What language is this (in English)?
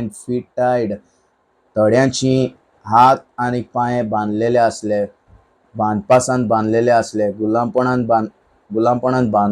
Konkani